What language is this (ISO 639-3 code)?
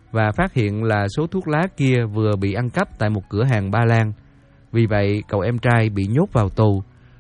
vie